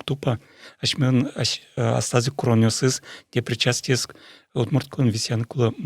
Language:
Udmurt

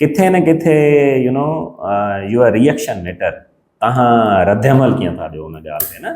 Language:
Sindhi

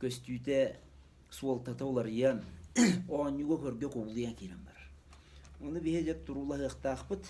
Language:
Yakut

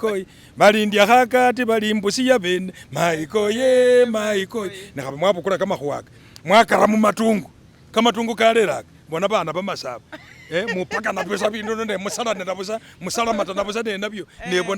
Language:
Masaaba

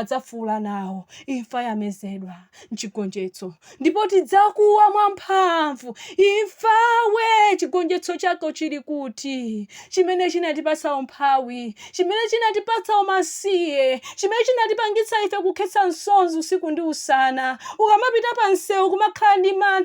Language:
Nyanja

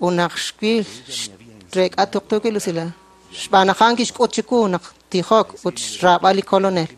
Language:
Kekchí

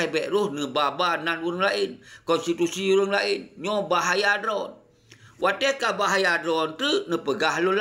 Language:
Achinese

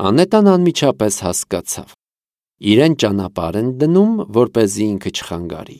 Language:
Armenian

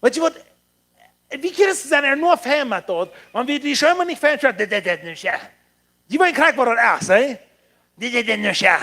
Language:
Plautdietsch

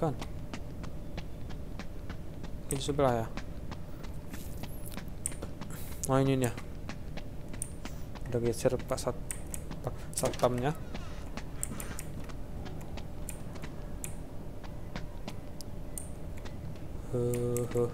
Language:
Indonesian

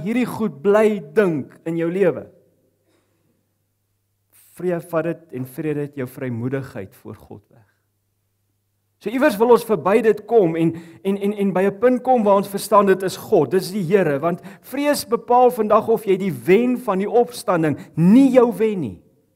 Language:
Afrikaans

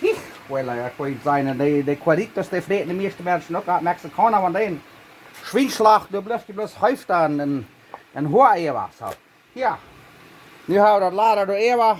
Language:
Plautdietsch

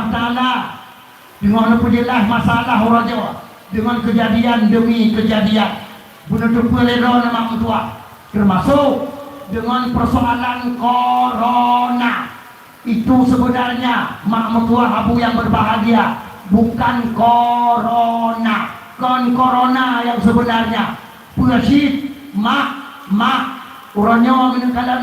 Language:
Achinese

